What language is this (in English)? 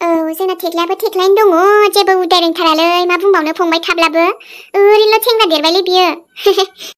Bodo